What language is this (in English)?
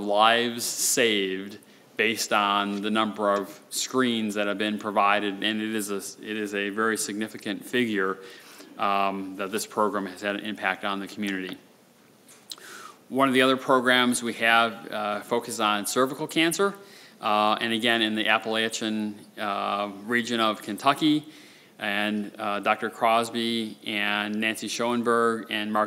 English